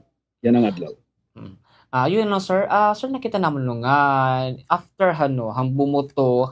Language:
Waray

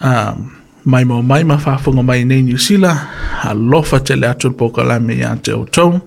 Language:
Samoan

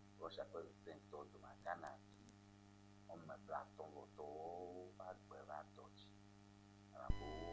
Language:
Ewe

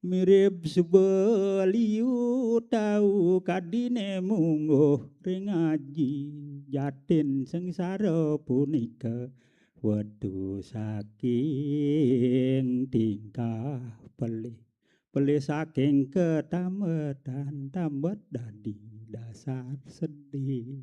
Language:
Balinese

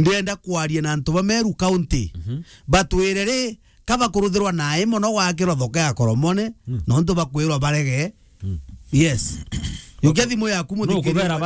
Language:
Meru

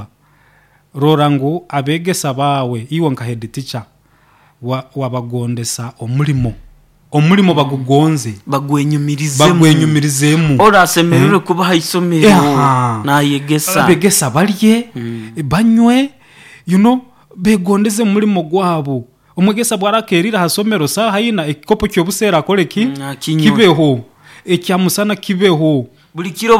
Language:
Nyoro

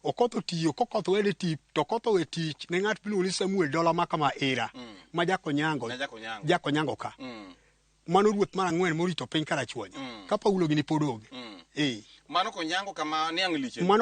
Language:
Luo (Kenya and Tanzania)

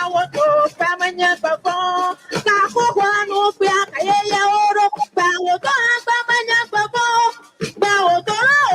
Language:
Ewe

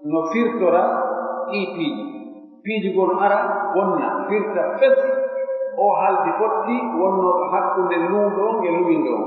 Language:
Pular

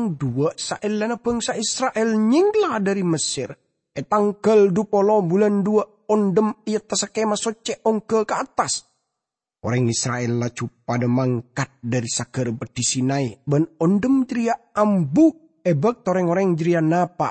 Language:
Madurese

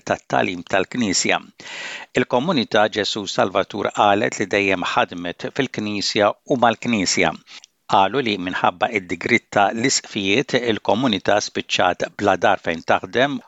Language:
Maltese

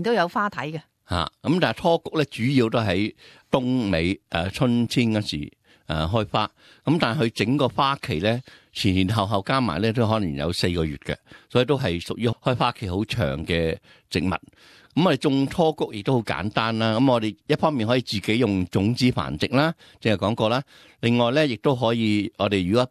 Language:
Cantonese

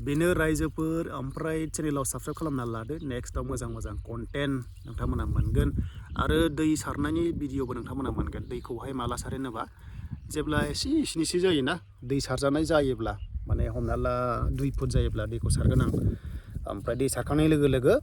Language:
Bodo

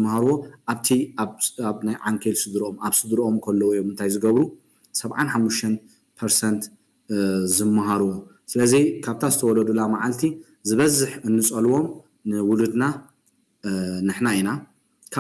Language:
Tigrinya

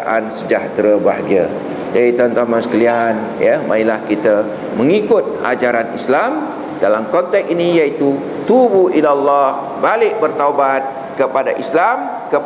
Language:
Malay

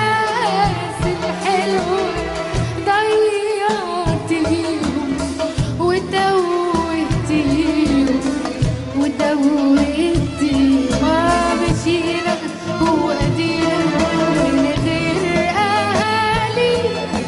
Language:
Egyptian Arabic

